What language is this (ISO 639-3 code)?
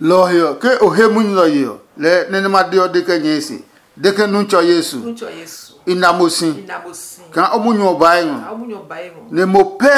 ada